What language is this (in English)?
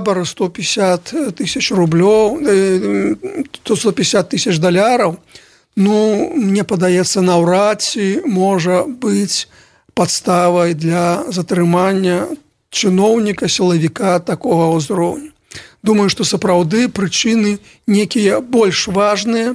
Belarusian